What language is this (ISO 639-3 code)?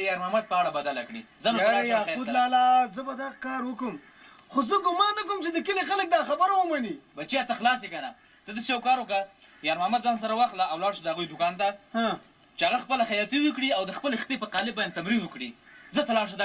pus